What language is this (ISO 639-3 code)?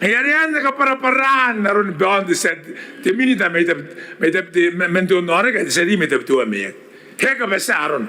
gil